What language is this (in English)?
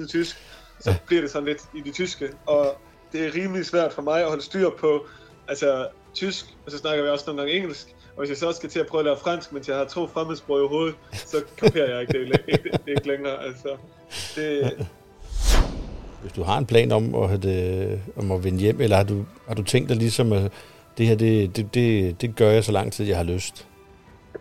Danish